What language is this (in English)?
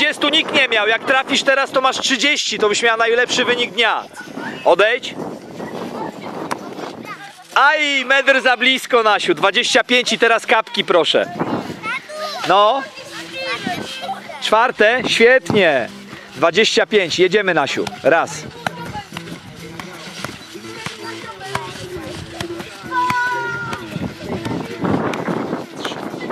Polish